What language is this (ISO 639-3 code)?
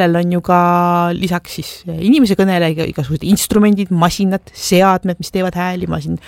est